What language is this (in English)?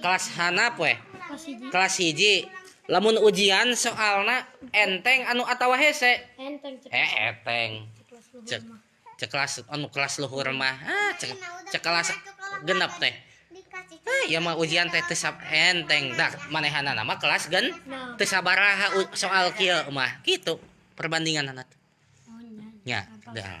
Sundanese